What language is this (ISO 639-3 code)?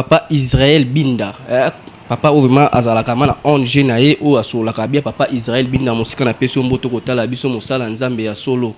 lin